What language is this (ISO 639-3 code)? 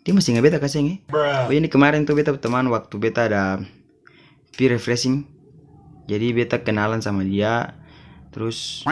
abs